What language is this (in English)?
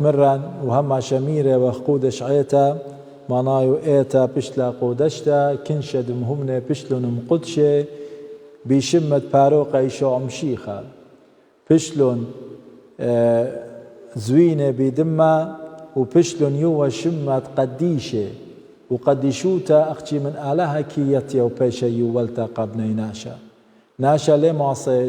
Assyrian Neo-Aramaic